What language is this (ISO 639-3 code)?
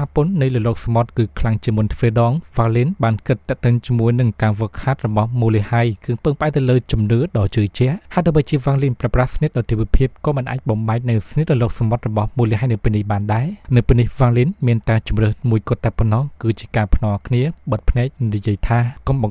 khm